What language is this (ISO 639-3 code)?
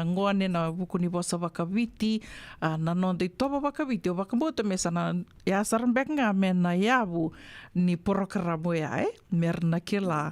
fij